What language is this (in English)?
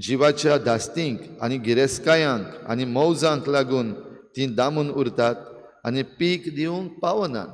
Konkani